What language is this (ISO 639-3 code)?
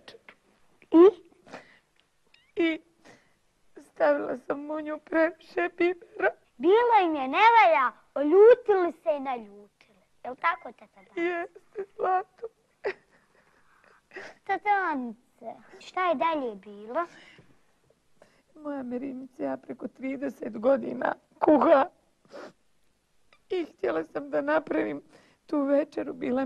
bos